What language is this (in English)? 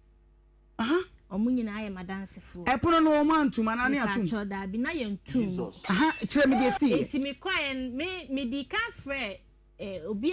Akan